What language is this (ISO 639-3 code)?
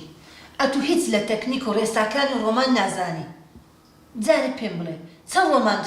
ckb